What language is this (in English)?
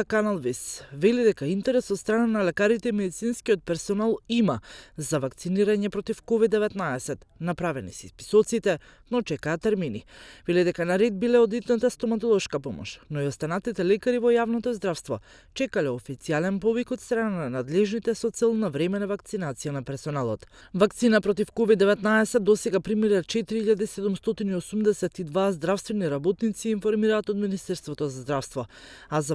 Macedonian